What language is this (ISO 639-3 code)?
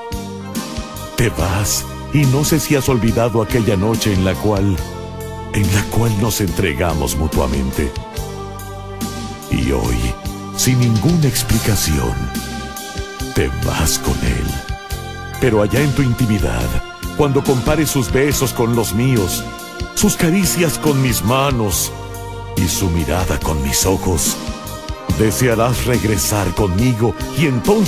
spa